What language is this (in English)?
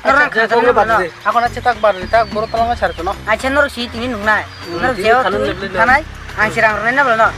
Kok Borok